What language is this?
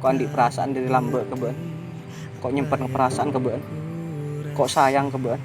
Madurese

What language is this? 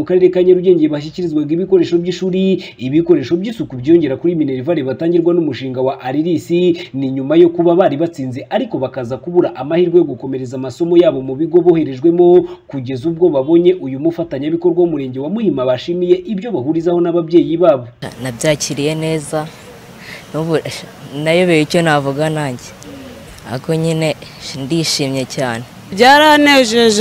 Kinyarwanda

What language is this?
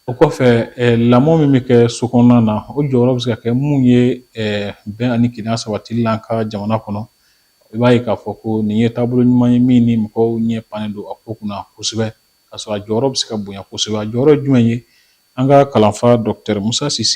Bambara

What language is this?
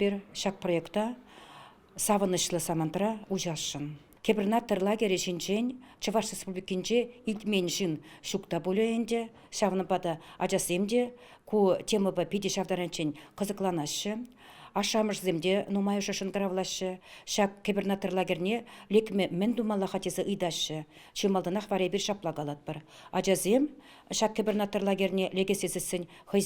Chuvash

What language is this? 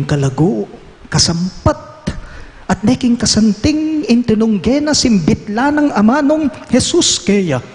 Pampanga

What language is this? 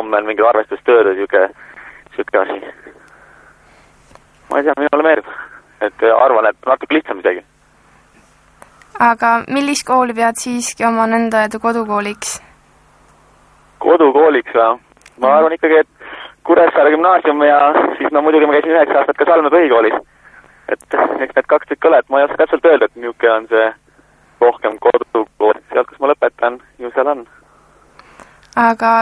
Estonian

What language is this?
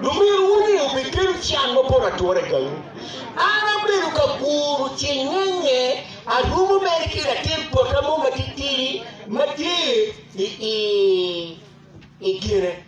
Acoli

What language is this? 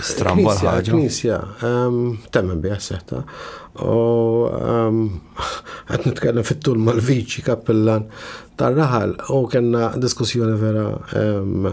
Maltese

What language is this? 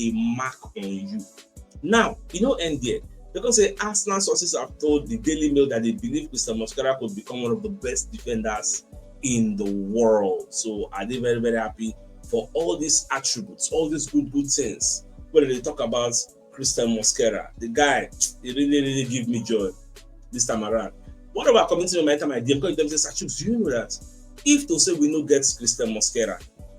Nigerian Pidgin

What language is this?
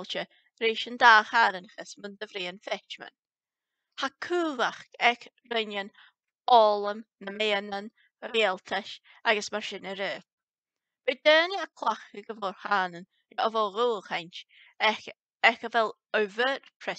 Scottish Gaelic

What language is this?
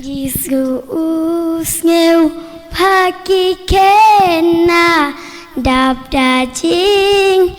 Khasi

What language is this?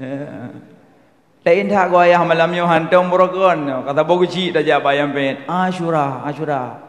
Achinese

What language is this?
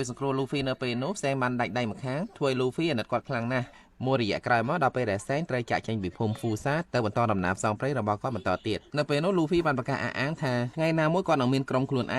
Khmer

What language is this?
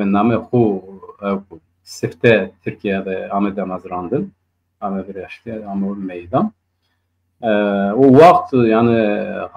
Zaza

